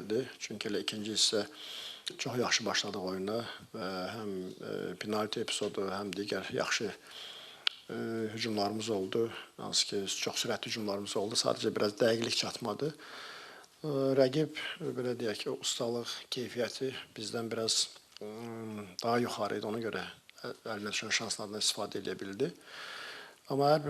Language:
Azerbaijani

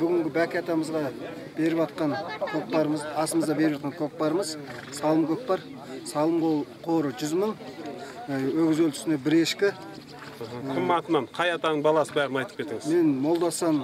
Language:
Kazakh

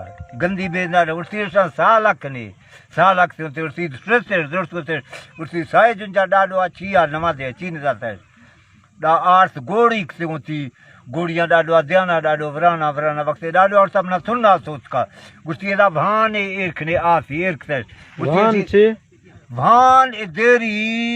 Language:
Baluchi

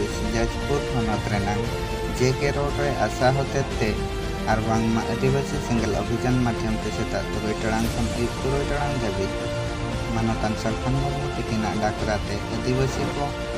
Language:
Santali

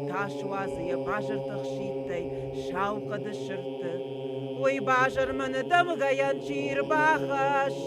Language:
Ossetic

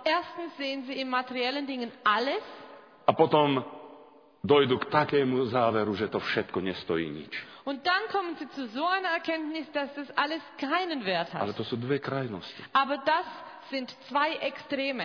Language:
Slovak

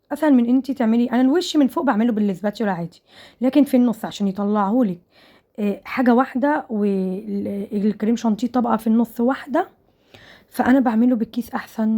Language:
Egyptian Arabic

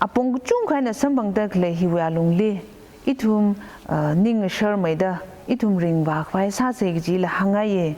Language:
Tangkhul Naga (India)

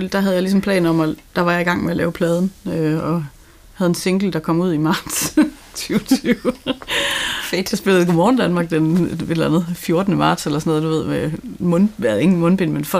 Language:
Danish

